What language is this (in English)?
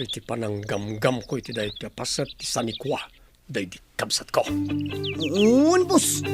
Iloko